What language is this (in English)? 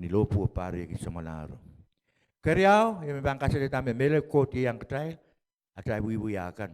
Pohnpeian